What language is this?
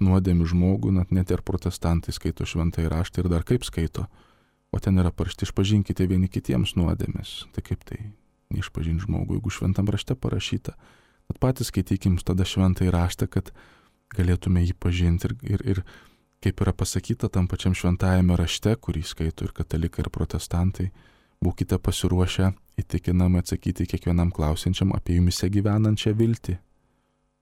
Lithuanian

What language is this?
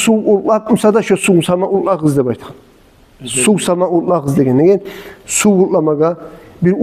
Kumyk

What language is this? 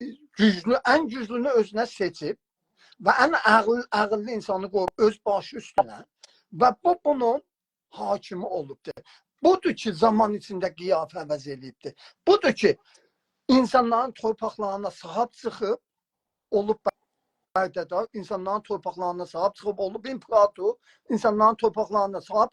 South Azerbaijani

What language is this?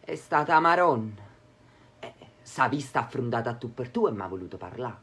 Neapolitan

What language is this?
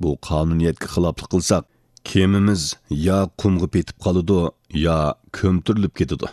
Uyghur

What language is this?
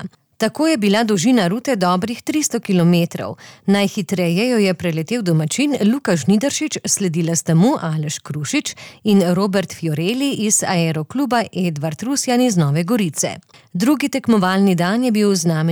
Slovenian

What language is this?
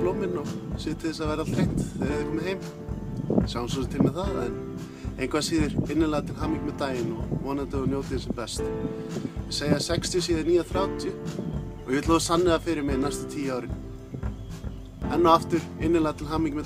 Icelandic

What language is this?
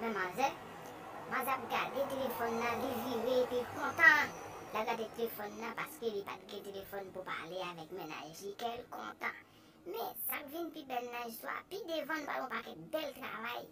Haitian Creole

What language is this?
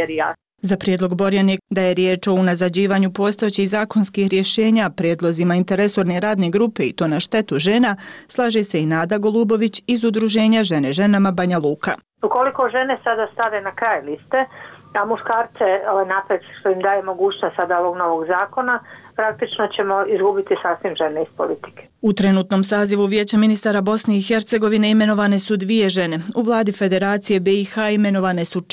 Bosnian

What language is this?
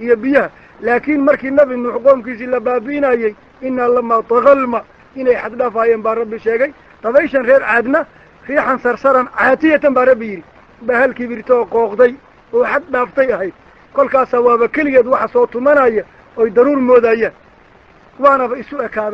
Somali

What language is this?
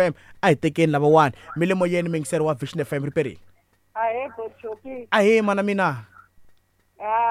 Tsonga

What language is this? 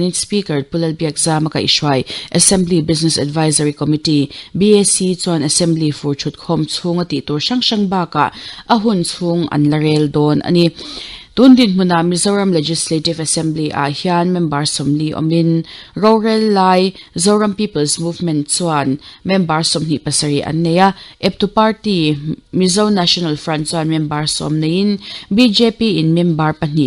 Mizo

